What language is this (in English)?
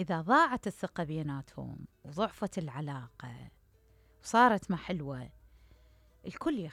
Mesopotamian Arabic